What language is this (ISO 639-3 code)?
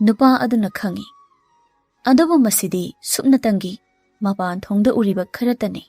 mni